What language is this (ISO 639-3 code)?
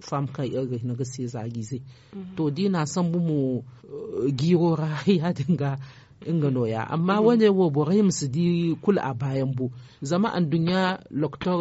dje